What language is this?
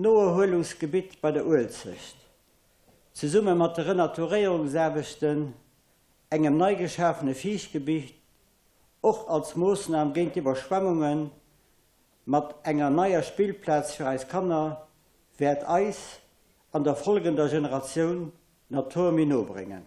Luxembourgish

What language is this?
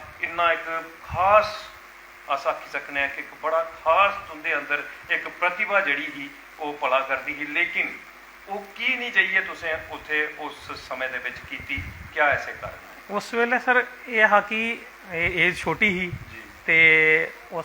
Dogri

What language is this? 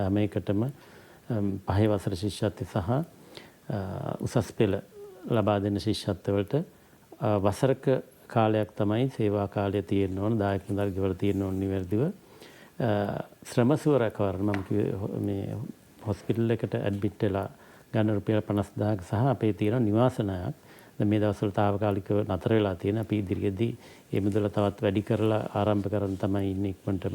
Sinhala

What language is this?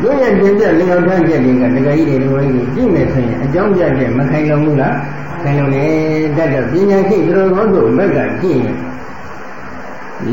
Burmese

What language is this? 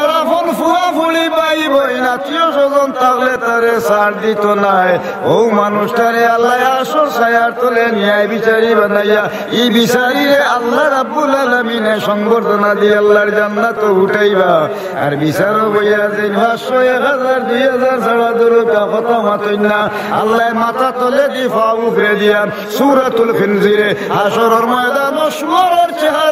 Sylheti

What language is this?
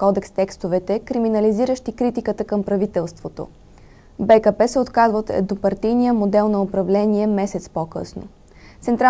Bulgarian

